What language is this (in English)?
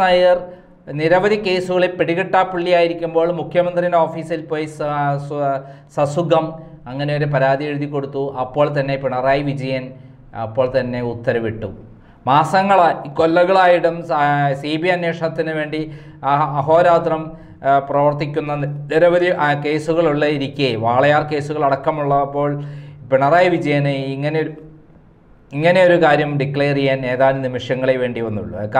Malayalam